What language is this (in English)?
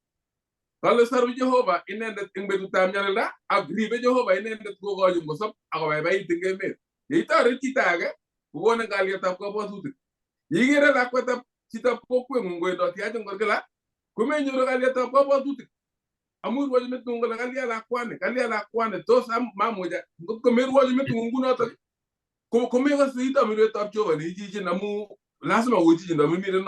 Kalenjin